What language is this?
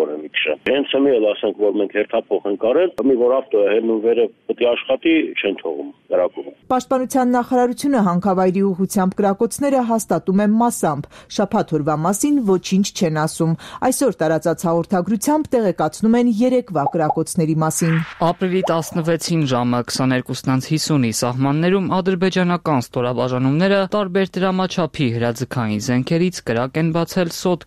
Armenian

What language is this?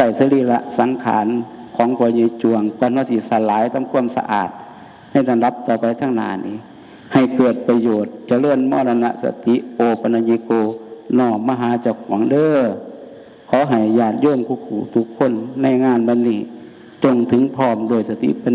Northeastern Thai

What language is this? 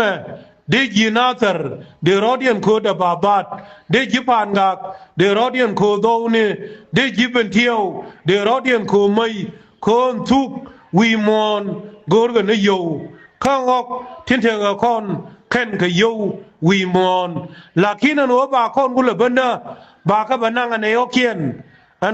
Nuer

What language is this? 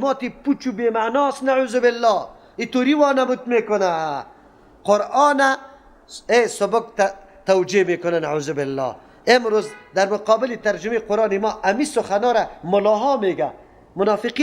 Persian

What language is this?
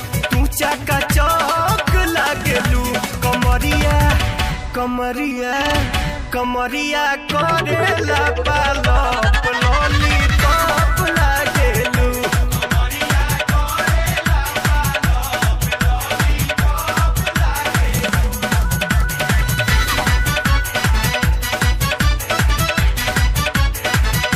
Bhojpuri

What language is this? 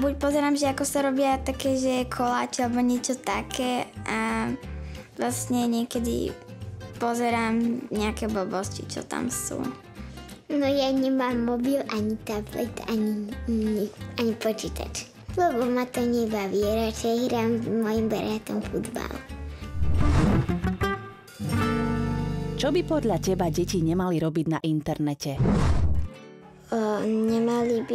Slovak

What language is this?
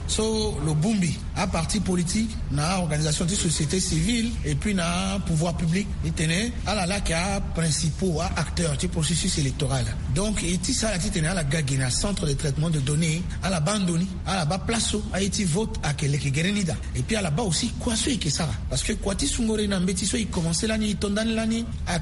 Sango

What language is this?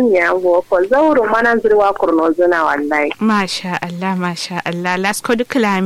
Kanuri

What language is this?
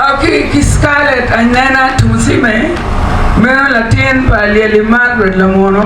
Acoli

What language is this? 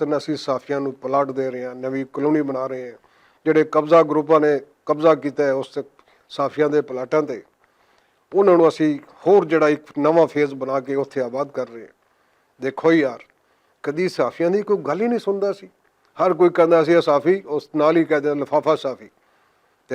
Western Panjabi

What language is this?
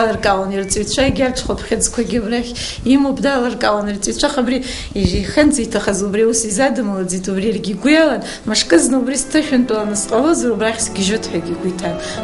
Abkhazian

